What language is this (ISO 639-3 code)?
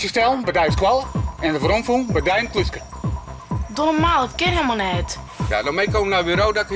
fry